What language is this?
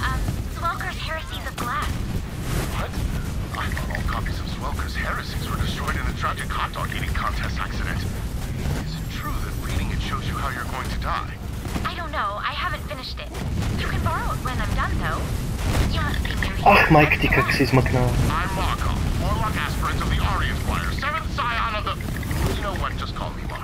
Bulgarian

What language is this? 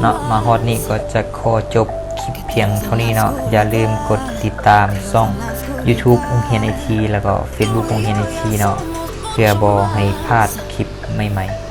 Lao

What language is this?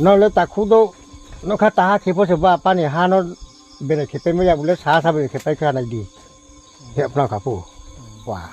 Riang (India)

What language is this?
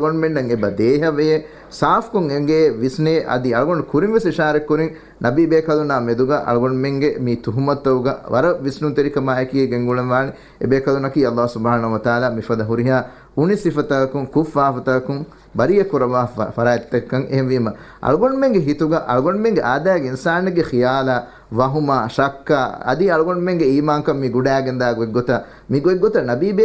Divehi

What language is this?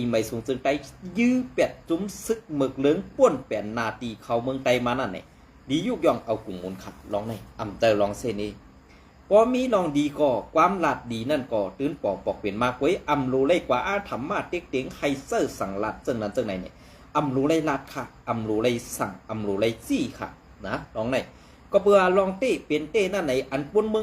Shan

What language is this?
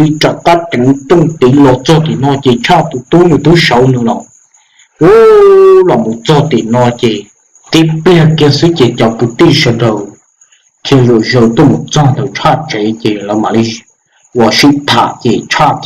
Hmong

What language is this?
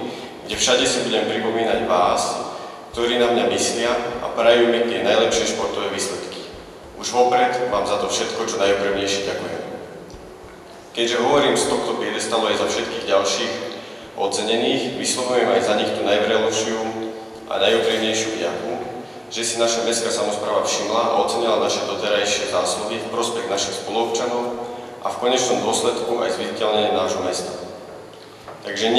Slovak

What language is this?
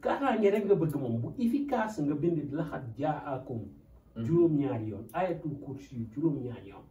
Wolof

